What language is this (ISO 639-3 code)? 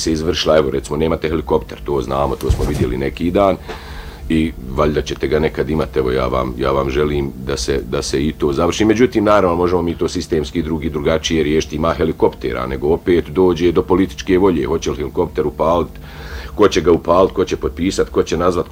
bos